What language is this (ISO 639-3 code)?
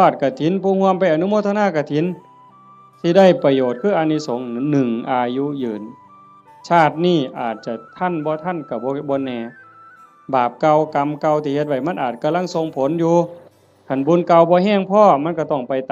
tts